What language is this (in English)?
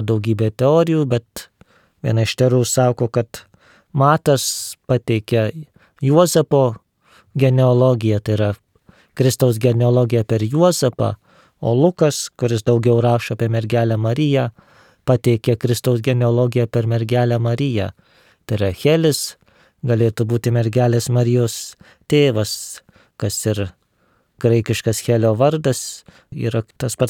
Lithuanian